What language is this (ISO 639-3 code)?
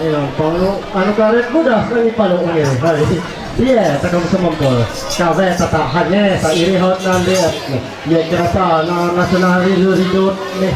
mhy